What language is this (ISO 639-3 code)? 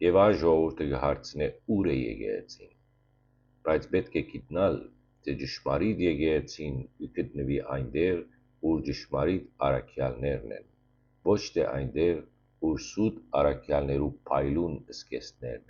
hyw